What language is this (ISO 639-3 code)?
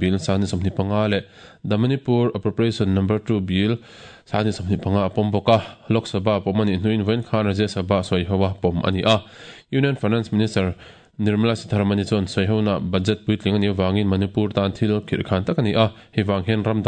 lus